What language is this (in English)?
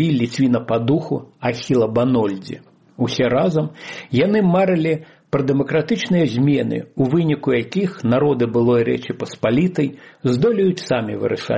Belarusian